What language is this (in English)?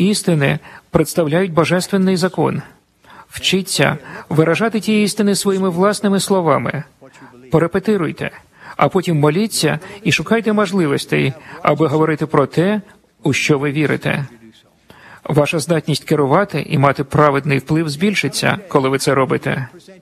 Ukrainian